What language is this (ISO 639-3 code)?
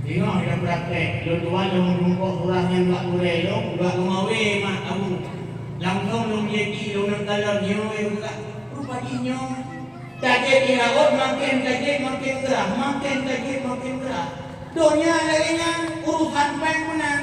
ace